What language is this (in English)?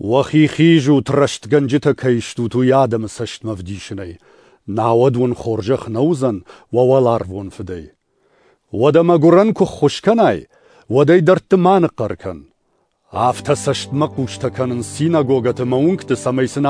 Ossetic